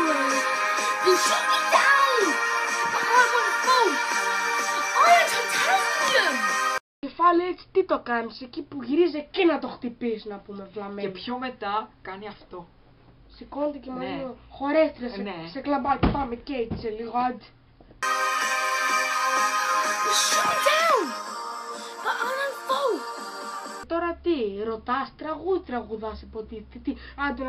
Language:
Greek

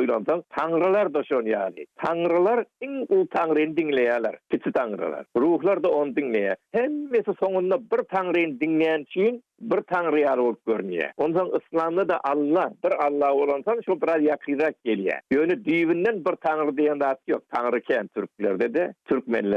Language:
Turkmen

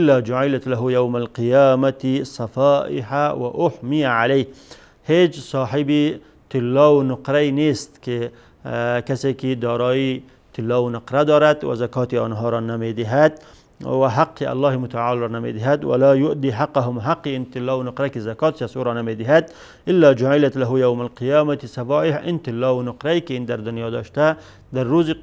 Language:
Persian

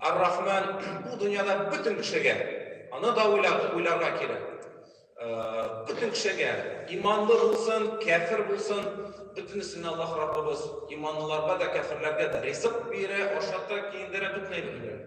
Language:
Tatar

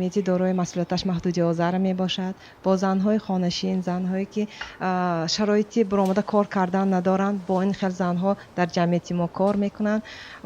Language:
Tajik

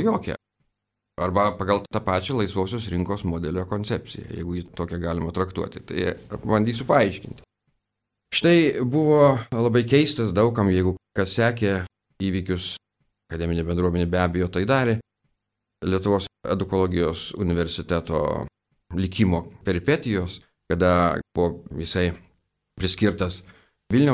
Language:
Lithuanian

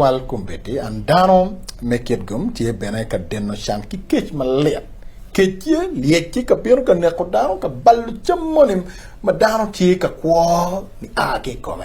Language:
Acoli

